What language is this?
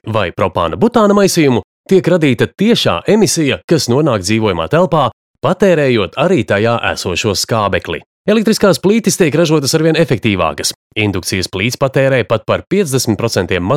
Latvian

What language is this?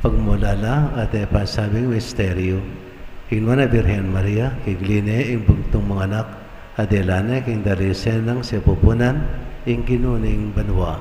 Pampanga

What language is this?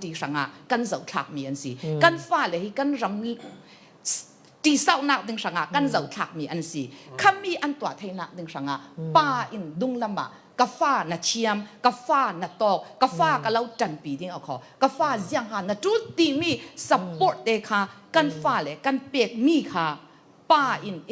Falam Chin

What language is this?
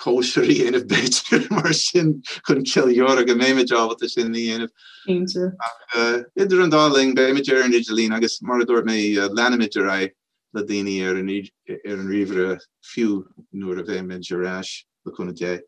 Irish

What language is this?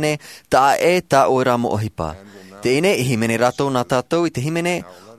Tahitian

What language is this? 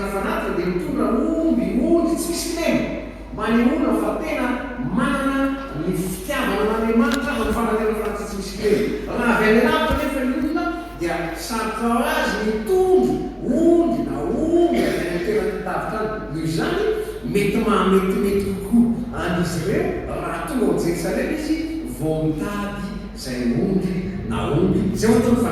Malagasy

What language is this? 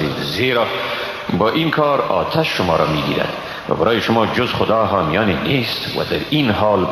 Persian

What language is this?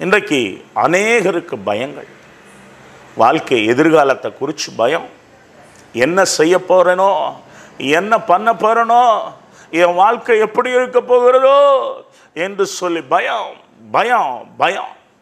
Tamil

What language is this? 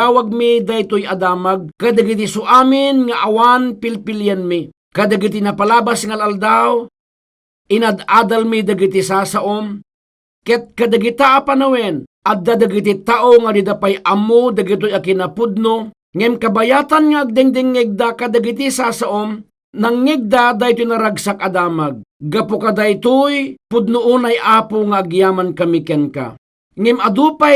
Iloko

